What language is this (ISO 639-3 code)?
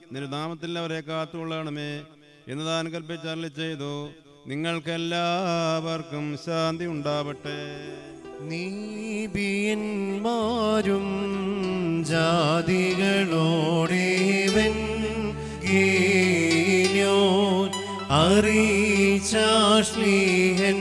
mal